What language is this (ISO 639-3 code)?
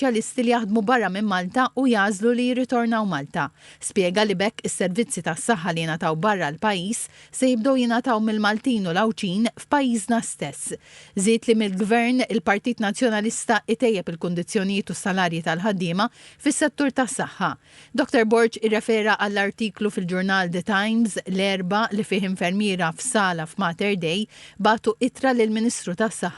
mlt